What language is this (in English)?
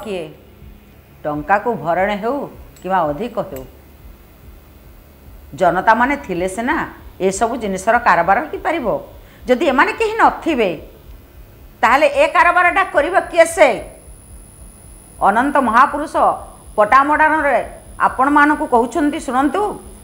Odia